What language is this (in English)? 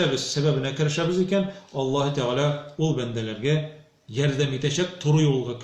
Tatar